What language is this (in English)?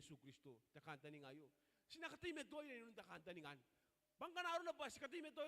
Gilbertese